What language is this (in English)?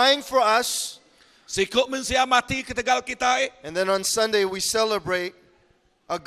Iban